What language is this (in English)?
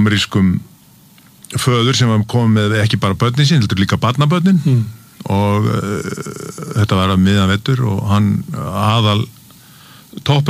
Icelandic